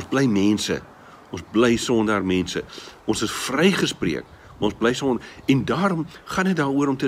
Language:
Afrikaans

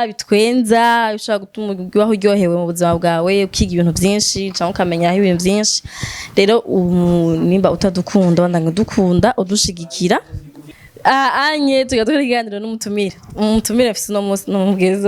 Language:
Rundi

